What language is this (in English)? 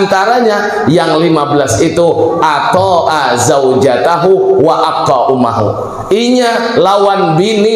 Banjar